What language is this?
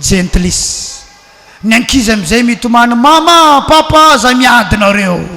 Malagasy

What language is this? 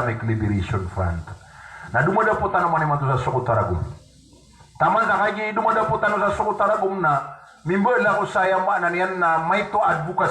Maranao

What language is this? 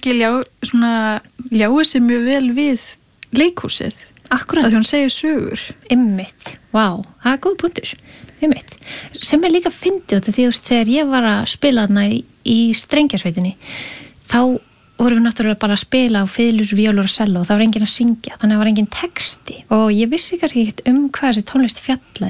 Icelandic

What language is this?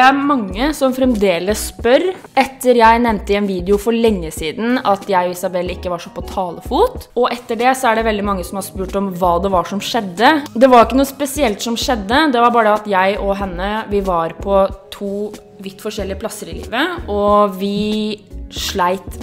Norwegian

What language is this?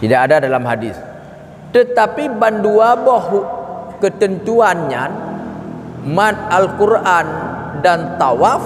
Achinese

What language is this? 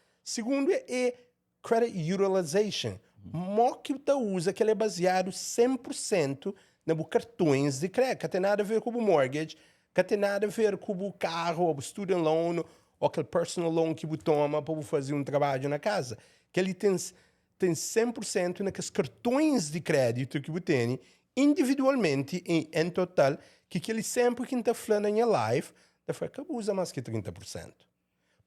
Kabuverdianu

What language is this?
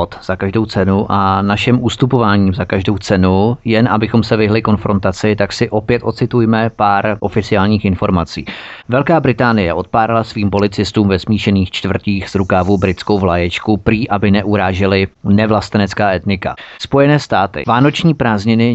Czech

